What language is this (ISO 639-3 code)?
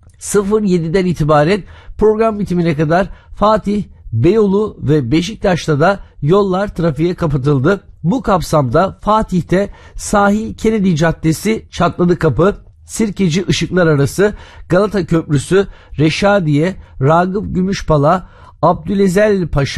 tur